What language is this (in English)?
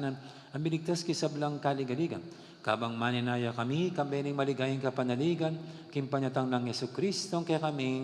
Pampanga